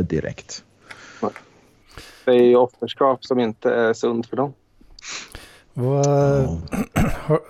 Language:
Swedish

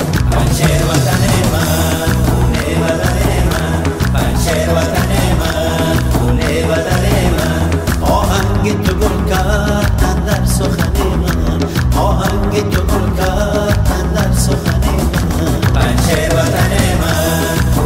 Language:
Persian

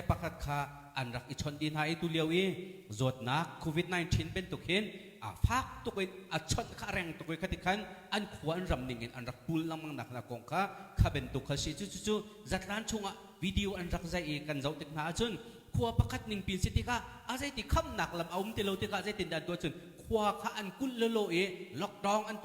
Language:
Hakha Chin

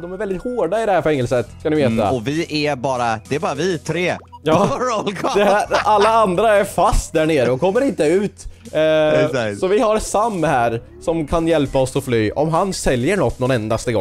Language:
Swedish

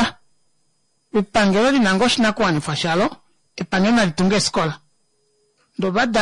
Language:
Kuanyama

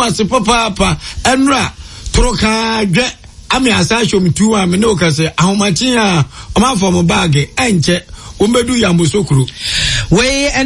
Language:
Akan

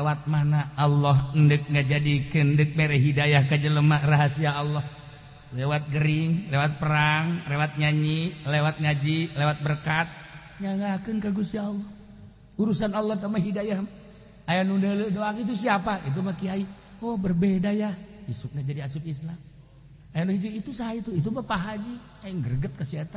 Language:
Sundanese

